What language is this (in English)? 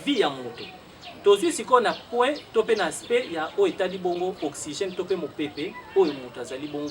Lingala